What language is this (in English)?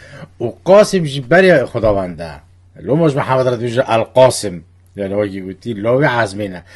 Kurdish